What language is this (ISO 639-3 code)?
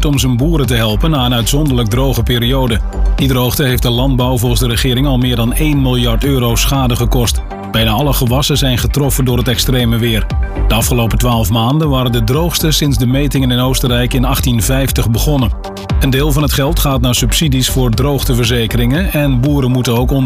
nld